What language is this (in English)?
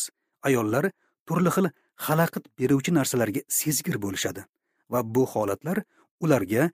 Uzbek